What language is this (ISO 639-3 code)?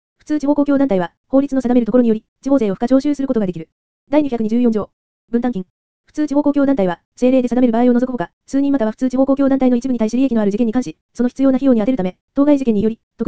jpn